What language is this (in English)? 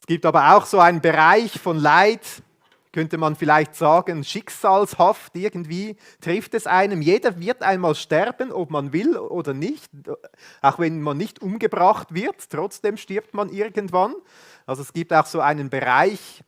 Swiss German